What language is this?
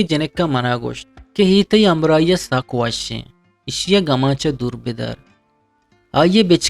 Eastern Balochi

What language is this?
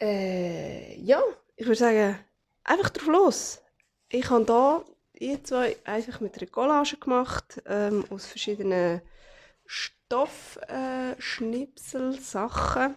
Swiss German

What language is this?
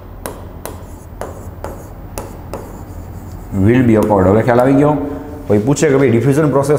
Gujarati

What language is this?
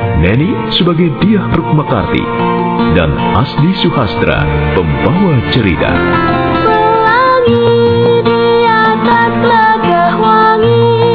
Indonesian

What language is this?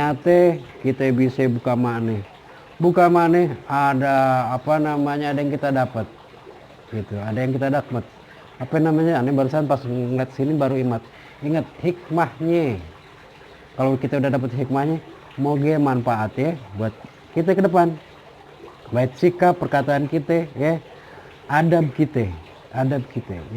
Betawi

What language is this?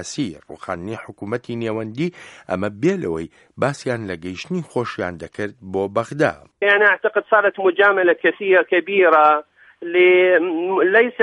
Central Kurdish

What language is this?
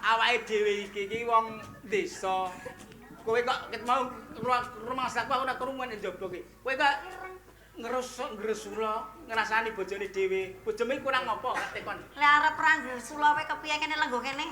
Javanese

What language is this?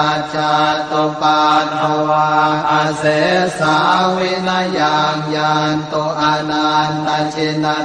Pali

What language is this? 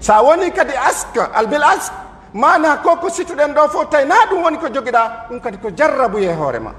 Pular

